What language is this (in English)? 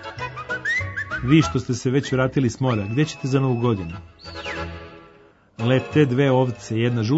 Serbian